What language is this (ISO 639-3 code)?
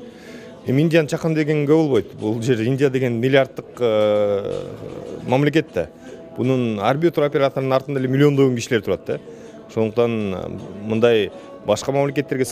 kir